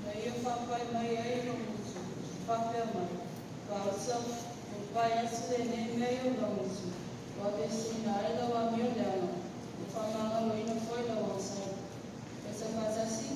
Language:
Samoan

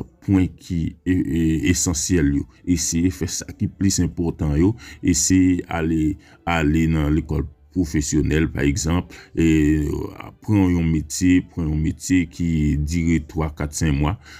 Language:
Haitian Creole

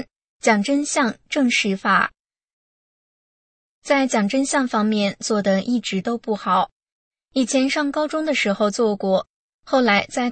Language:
Chinese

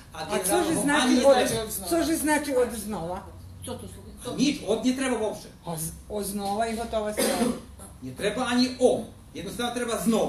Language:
Rusyn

